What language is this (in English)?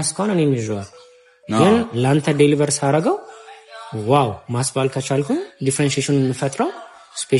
Amharic